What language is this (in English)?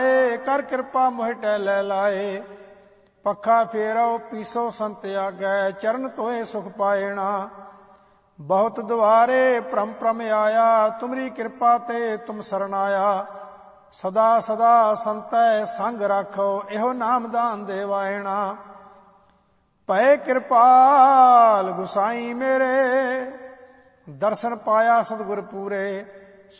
Punjabi